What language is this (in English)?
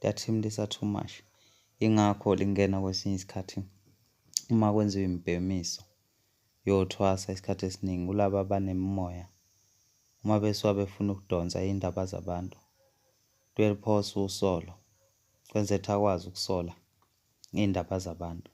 Zulu